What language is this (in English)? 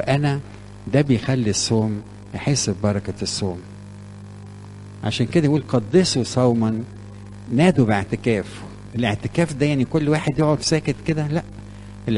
Egyptian Arabic